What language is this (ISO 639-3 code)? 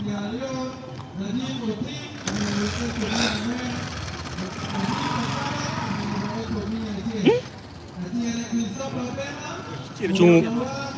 ach